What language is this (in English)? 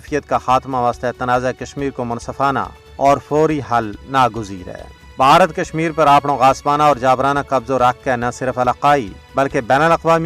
Gujari